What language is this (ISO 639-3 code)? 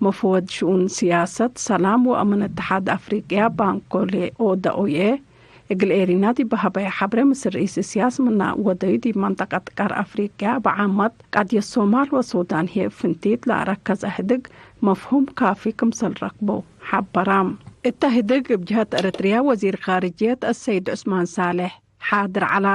tig